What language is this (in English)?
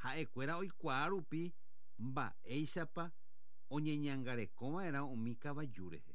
Guarani